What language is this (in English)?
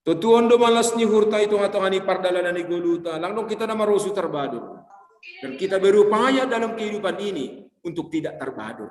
Batak Simalungun